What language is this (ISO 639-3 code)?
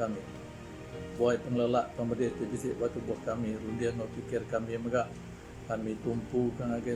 iba